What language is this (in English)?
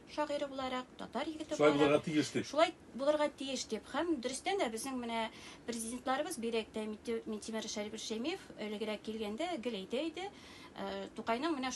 Tatar